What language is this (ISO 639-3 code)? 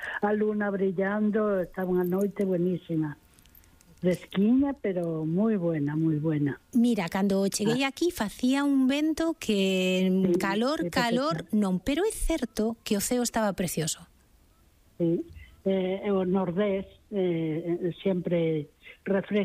glg